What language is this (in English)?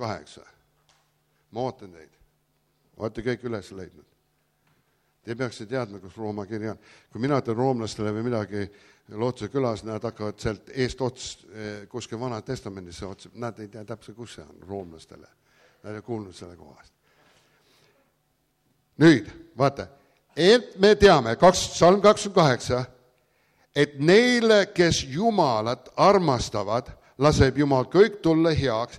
Estonian